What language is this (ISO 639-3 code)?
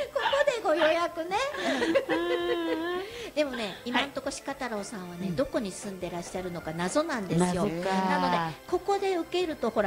jpn